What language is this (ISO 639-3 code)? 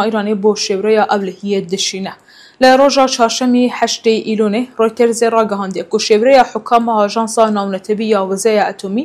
kur